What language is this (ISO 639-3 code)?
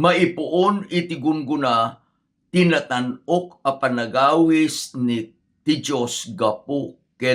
ilo